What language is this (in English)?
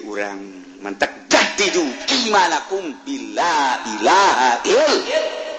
Sundanese